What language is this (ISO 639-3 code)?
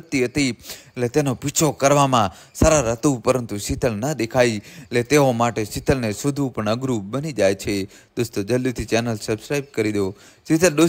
guj